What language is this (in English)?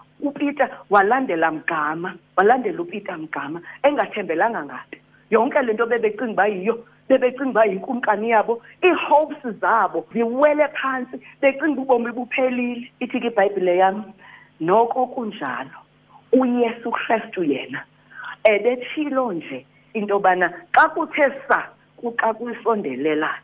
Xhosa